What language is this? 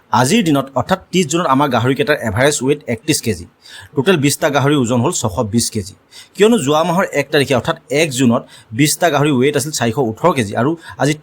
Assamese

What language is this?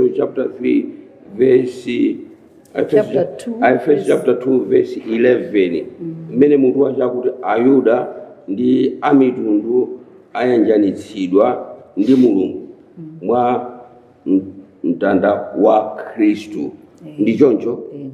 Nyanja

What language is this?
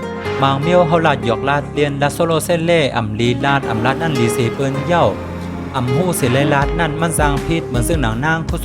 Shan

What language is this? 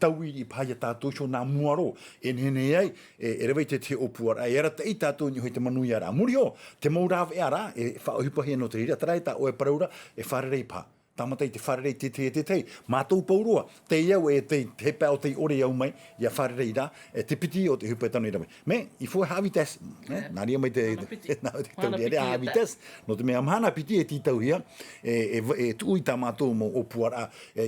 Tahitian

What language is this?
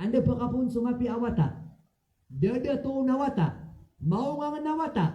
Maranao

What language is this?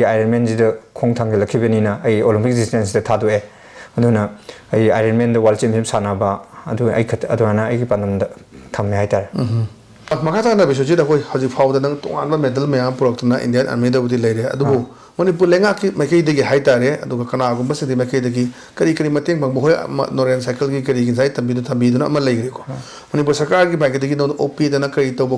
Manipuri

